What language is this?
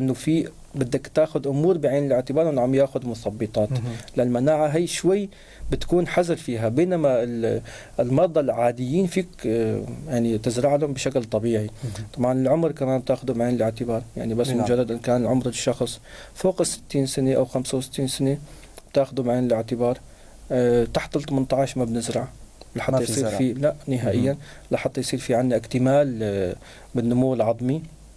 North Levantine Arabic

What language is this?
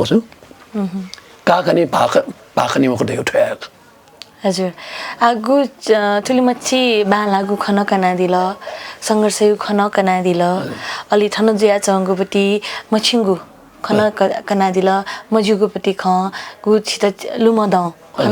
Newari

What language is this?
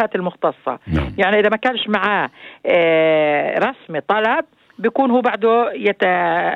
North Levantine Arabic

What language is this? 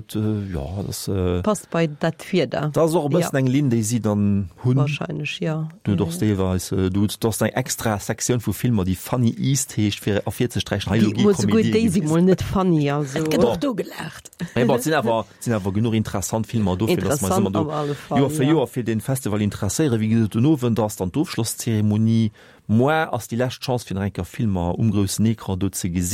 Luxembourgish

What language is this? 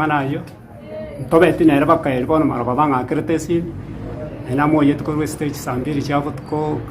Gusii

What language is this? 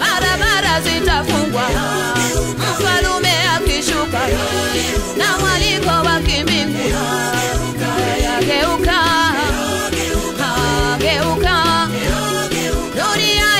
Swahili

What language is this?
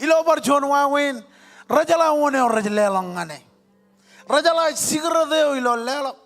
Marshallese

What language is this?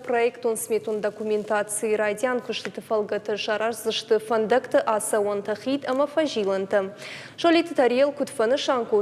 Ossetic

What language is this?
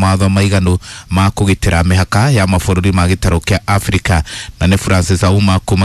Kikuyu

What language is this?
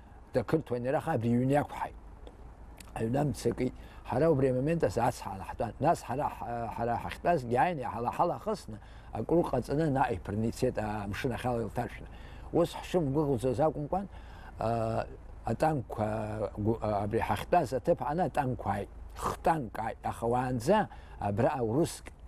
Abkhazian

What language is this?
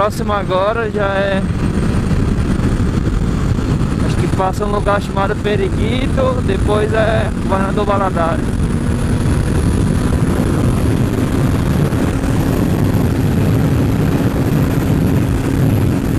Portuguese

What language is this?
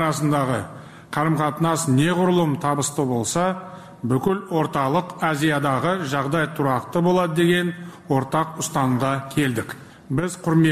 Kyrgyz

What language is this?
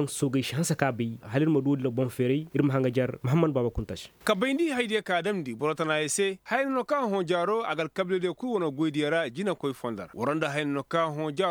Koyraboro Senni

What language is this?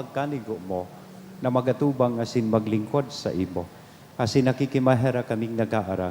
Bikol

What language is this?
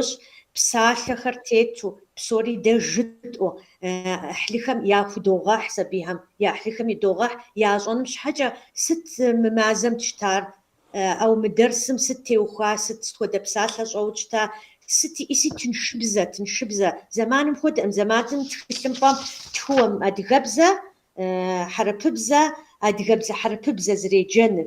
Kabardian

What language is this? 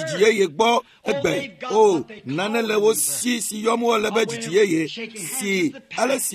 Ewe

